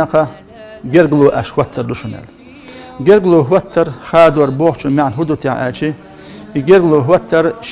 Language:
Chechen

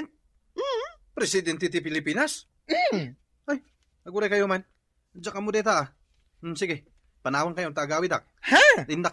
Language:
Iloko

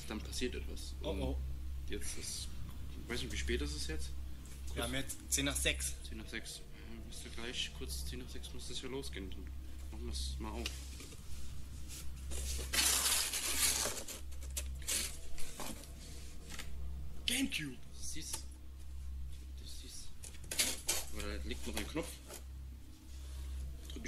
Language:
German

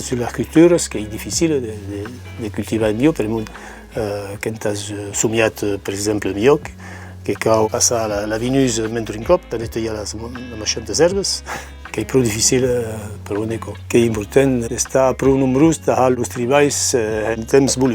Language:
Occitan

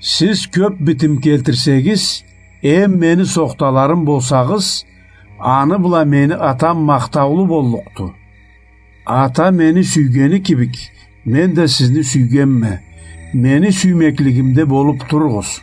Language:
Karachay-Balkar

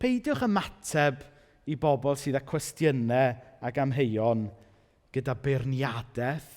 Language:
Welsh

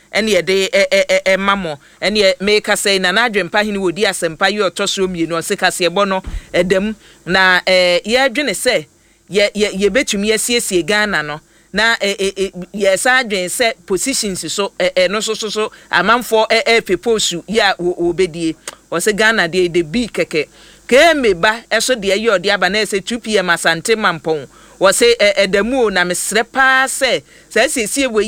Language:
Akan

